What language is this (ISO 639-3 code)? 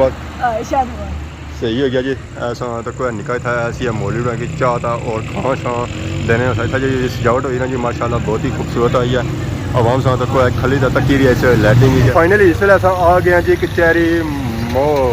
phr